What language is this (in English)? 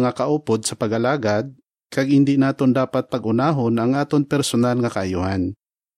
Hiligaynon